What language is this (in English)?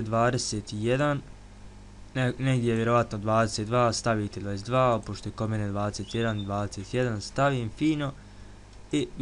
Bosnian